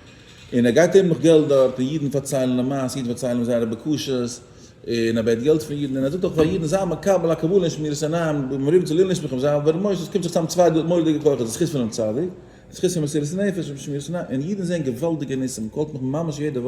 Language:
Yiddish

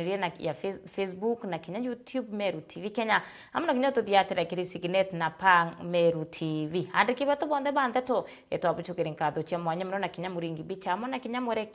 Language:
Meru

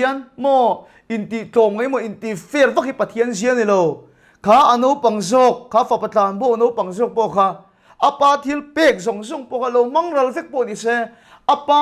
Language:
Mizo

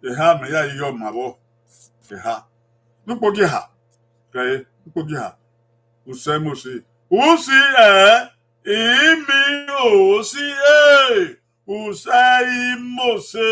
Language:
Bini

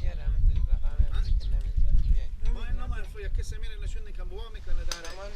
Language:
Persian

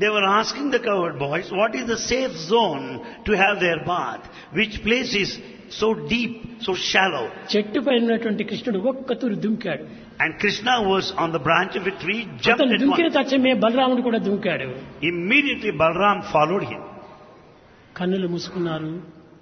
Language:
Telugu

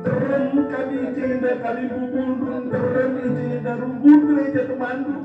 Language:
Batak Karo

